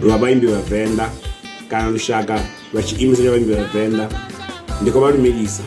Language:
Venda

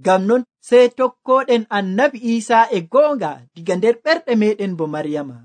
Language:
Nigerian Fulfulde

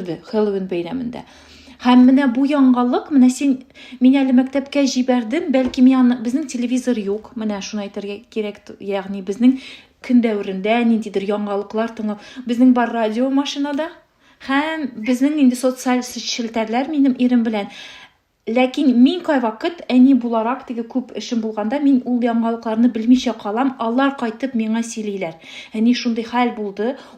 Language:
Tatar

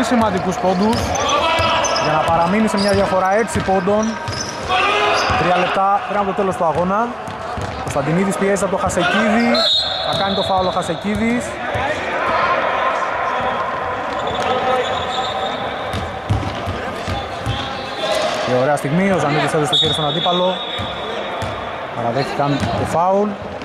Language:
Greek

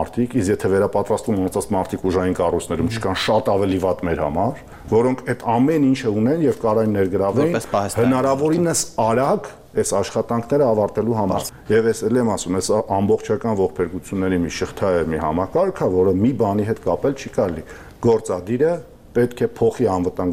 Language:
Armenian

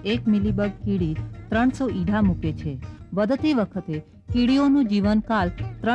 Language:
Gujarati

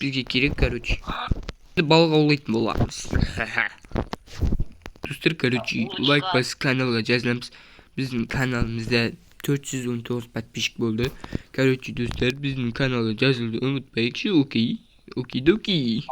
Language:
Kazakh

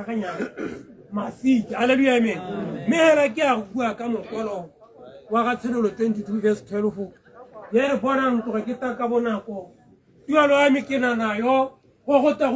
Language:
Tswana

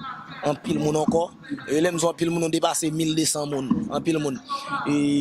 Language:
Haitian Creole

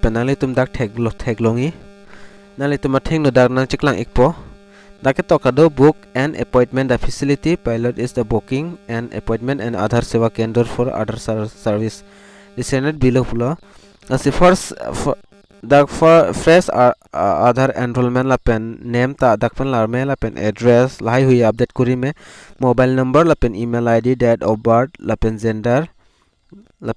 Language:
Karbi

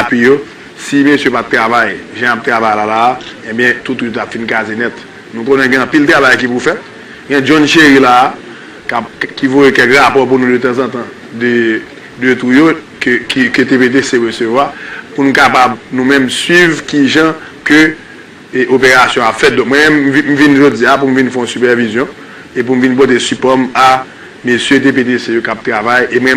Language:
Haitian Creole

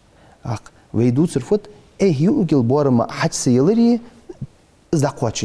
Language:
Ingush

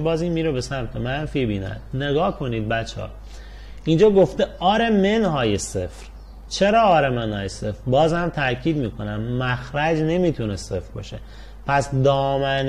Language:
Persian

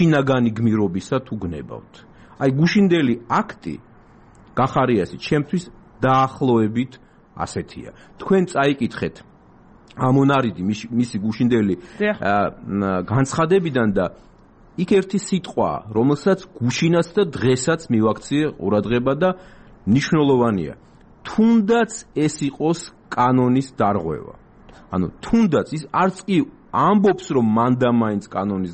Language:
Georgian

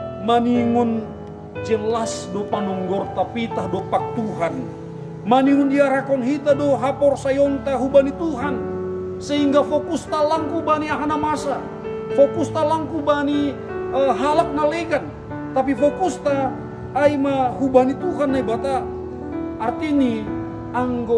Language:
Batak Simalungun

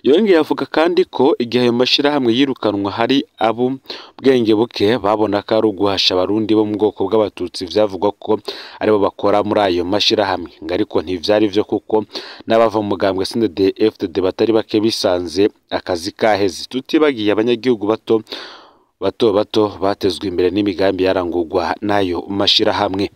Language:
Rundi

